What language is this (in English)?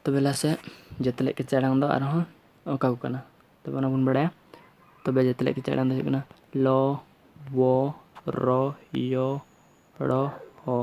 Santali